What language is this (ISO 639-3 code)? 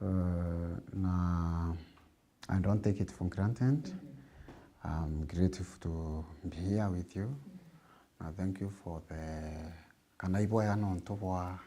mer